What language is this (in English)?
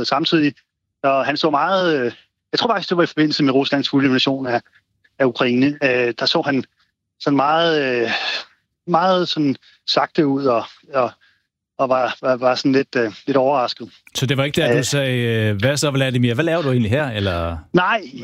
Danish